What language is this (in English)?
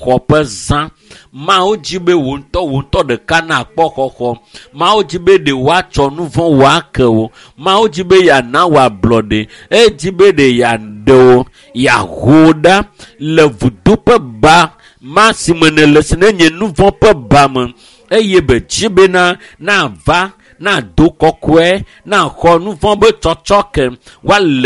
Ewe